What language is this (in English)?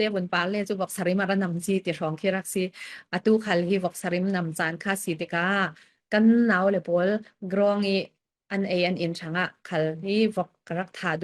Falam Chin